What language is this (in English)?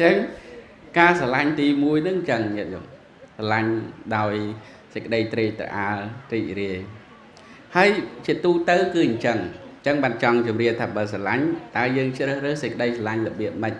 Khmer